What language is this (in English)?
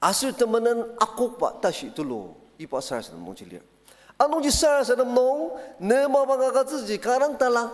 Ao Naga